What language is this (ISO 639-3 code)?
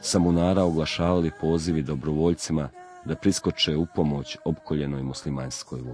bos